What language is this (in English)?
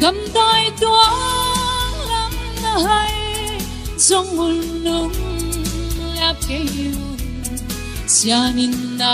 Tedim Chin